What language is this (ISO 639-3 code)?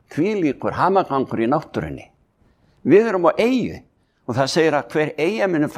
isl